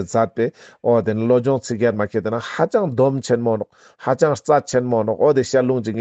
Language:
Ladakhi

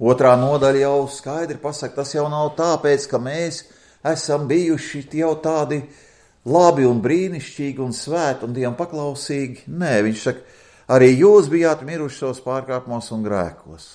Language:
Latvian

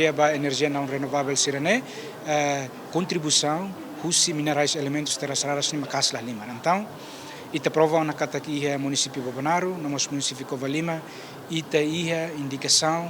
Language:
Tetum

